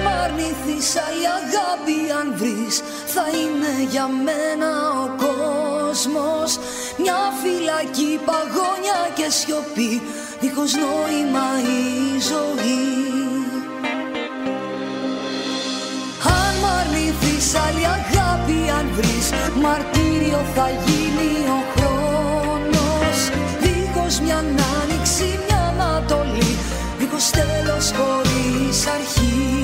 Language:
Greek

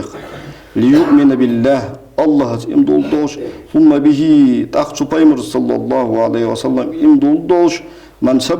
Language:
Ingush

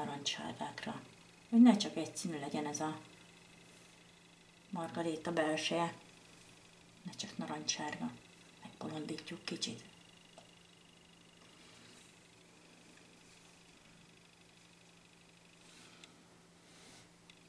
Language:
Hungarian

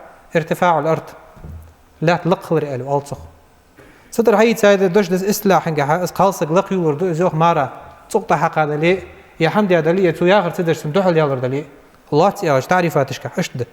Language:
Ingush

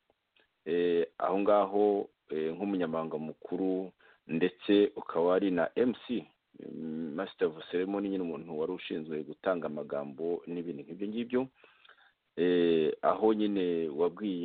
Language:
Kinyarwanda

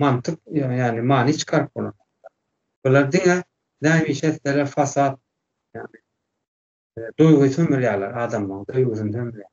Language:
Turkmen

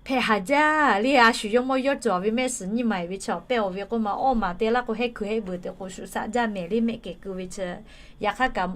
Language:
Lahu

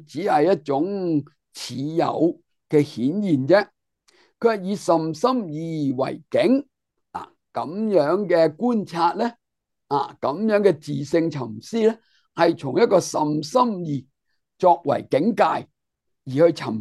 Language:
Cantonese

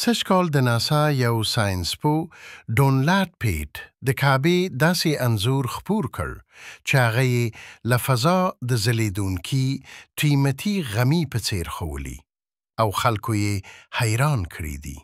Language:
Pashto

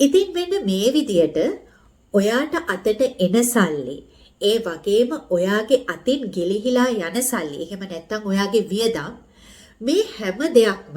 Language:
Sinhala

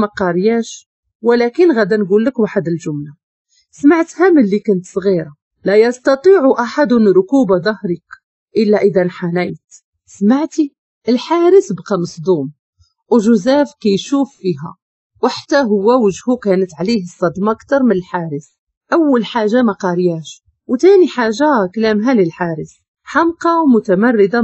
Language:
Moroccan Arabic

